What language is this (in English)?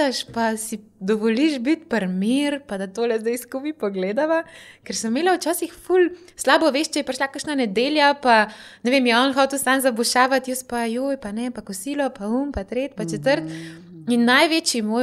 Slovenian